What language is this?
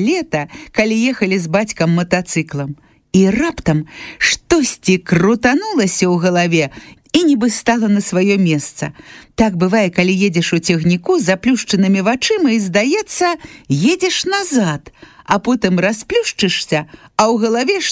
Belarusian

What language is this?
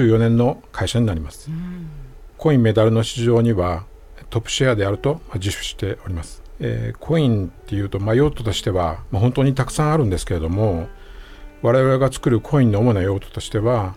Japanese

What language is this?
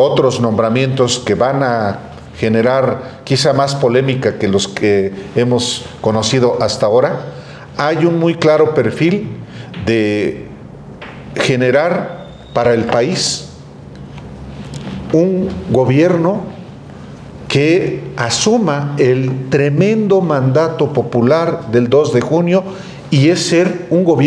Spanish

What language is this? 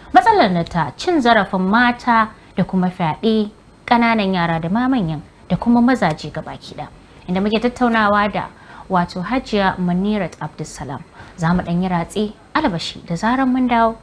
Hausa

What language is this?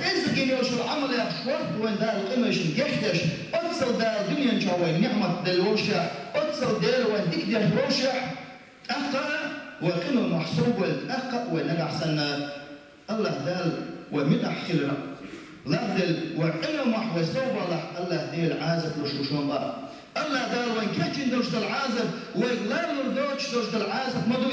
Chechen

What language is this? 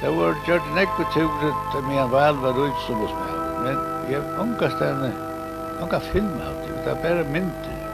Faroese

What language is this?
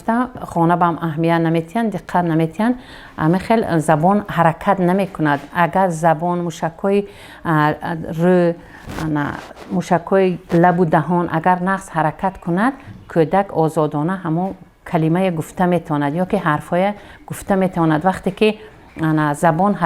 Tajik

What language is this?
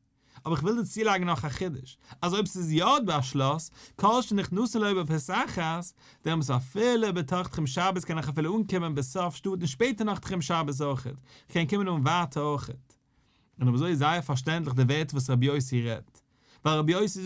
Yiddish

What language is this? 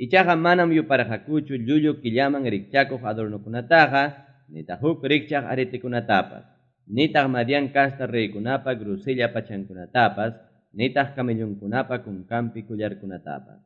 Ayacucho Quechua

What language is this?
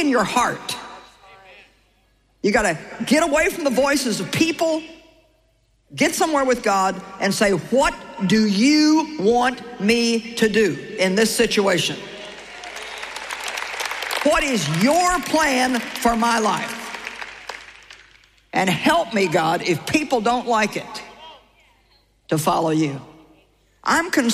English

